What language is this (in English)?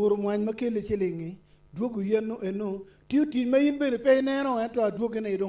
Acoli